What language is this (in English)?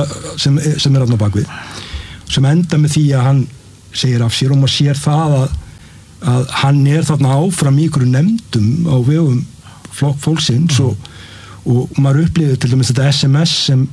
Icelandic